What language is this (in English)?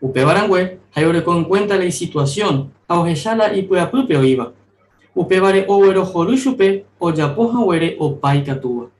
Guarani